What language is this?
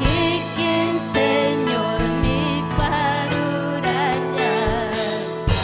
Ayacucho Quechua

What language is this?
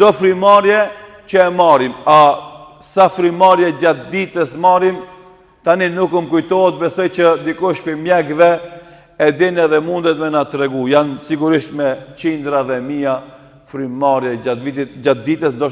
Albanian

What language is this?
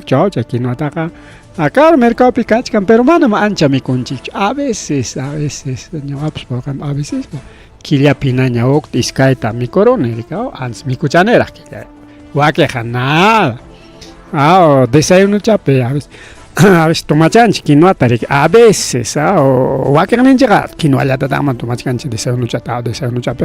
Ayacucho Quechua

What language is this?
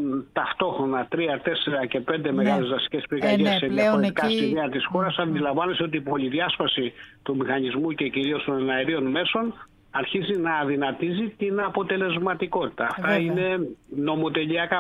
Greek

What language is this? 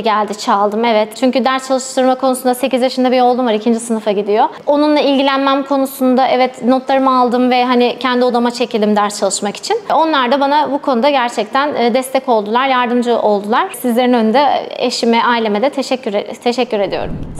Turkish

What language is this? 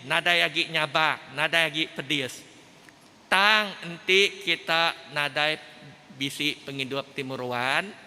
Iban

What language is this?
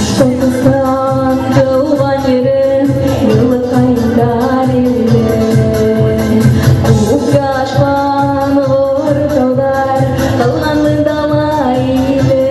Bashkir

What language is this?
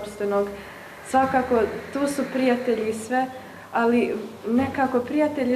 Bosnian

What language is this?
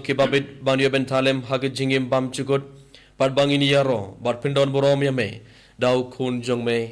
Khasi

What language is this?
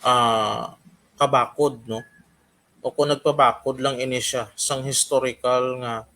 Hiligaynon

